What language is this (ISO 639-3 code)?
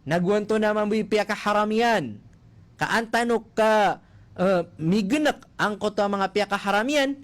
mrw